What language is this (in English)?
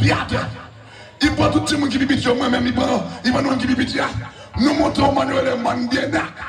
Haitian Creole